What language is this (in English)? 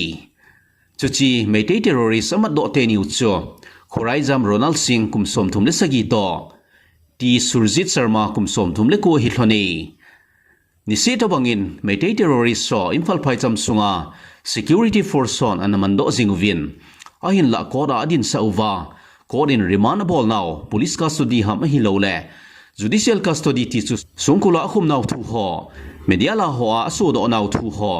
Thado Chin